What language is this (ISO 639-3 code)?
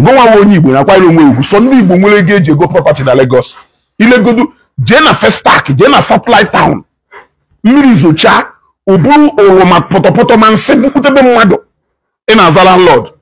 ibo